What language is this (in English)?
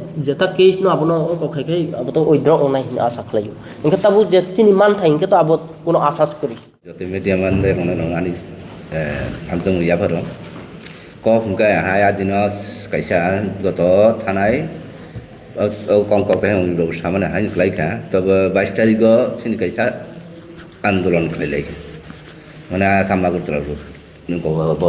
Riang (India)